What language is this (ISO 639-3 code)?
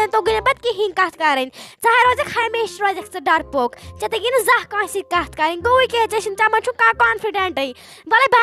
kas